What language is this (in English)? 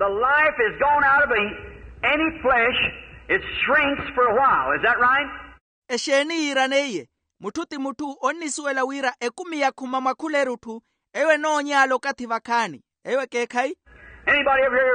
Makhuwa